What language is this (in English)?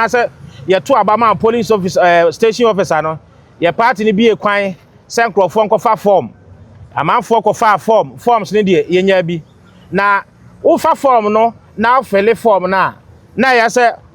Akan